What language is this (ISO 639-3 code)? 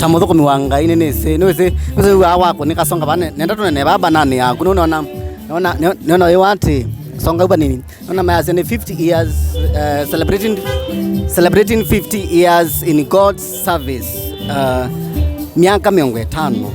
kam